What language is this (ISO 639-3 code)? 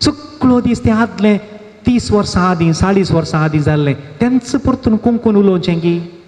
kok